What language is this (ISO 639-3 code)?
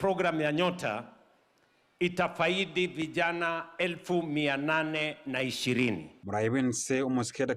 guz